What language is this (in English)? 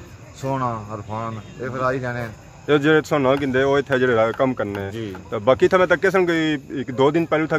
Pahari-Potwari